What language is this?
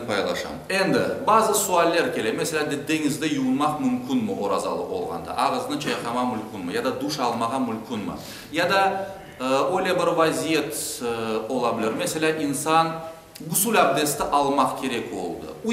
Crimean Tatar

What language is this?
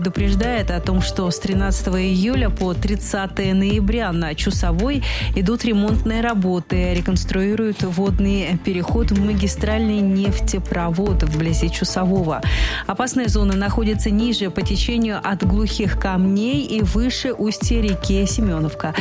Russian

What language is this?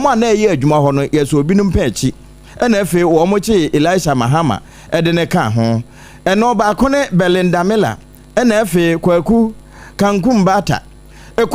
Akan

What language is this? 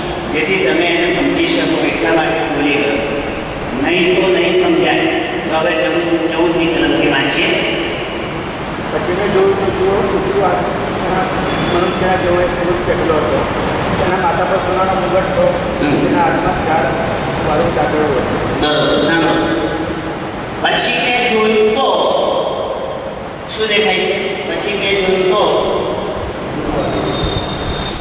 Gujarati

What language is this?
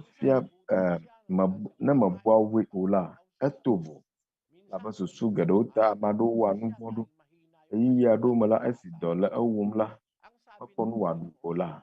Ewe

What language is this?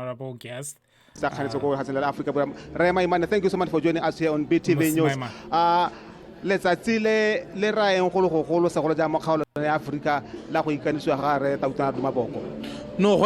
Tswana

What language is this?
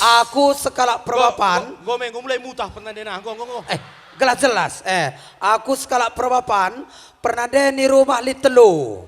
Batak Karo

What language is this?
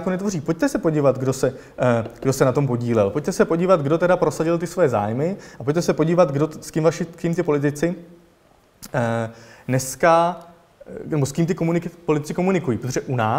Czech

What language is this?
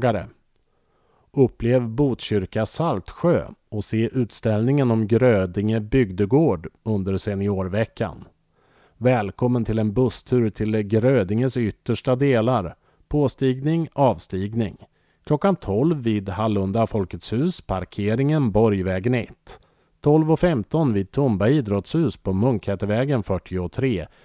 Swedish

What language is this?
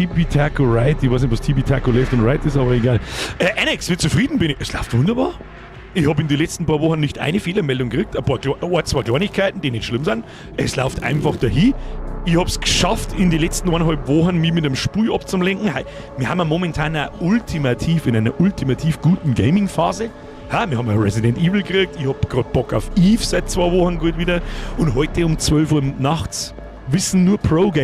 Bavarian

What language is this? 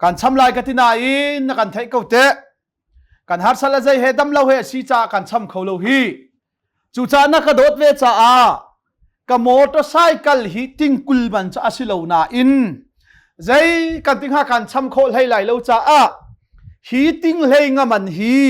Hakha Chin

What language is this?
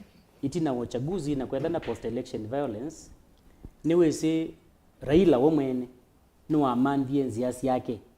Kamba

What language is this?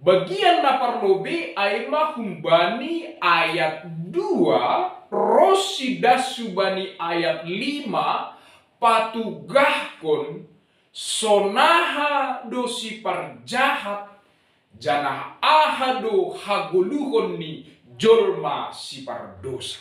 Batak Simalungun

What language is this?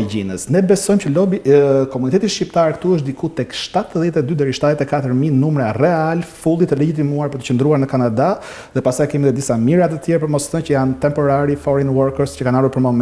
Albanian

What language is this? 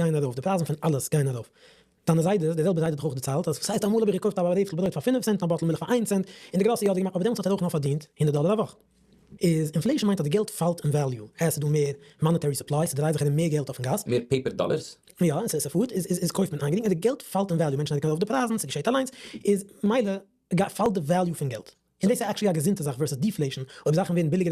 Yiddish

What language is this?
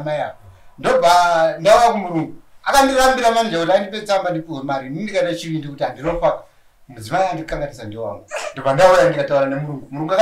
Shona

